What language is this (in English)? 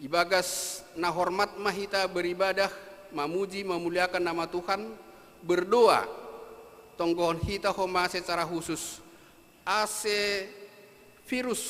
Batak Simalungun